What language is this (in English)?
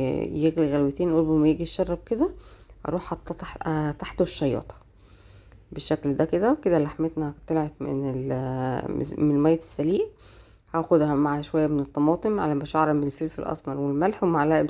Egyptian Arabic